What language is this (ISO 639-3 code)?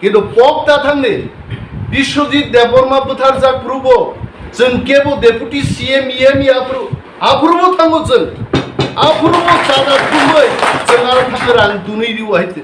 trp